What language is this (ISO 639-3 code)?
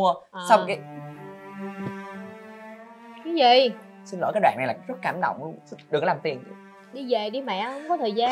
vie